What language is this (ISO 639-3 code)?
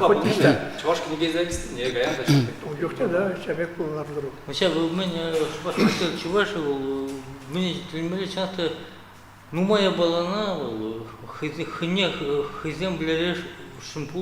chv